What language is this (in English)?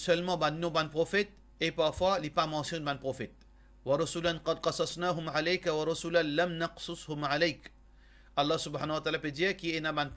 Morisyen